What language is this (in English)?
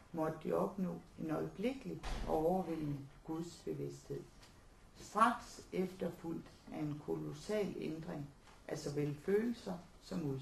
Danish